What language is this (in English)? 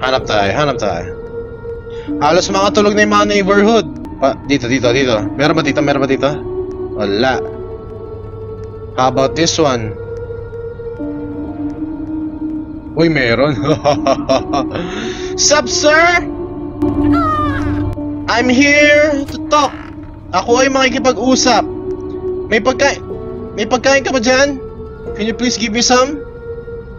Filipino